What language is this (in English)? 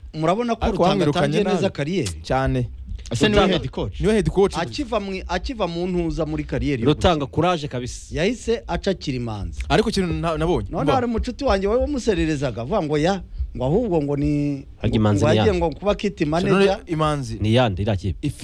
Kinyarwanda